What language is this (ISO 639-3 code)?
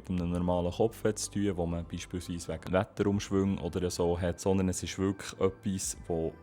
gsw